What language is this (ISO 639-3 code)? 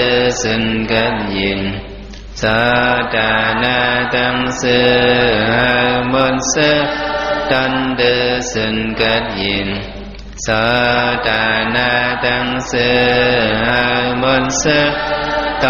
shn